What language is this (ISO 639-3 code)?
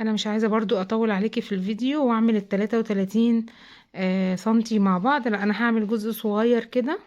arz